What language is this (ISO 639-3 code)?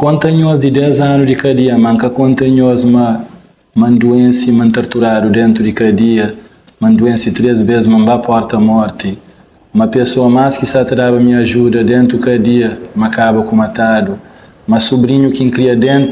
kea